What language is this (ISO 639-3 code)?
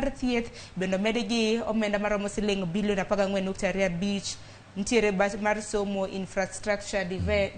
luo